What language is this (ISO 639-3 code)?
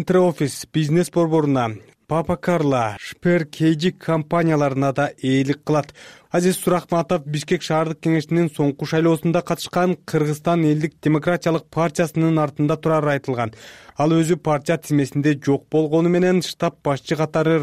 kir